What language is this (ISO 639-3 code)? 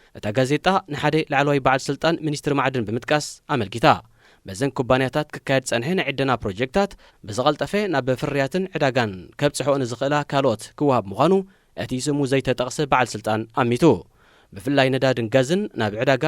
tir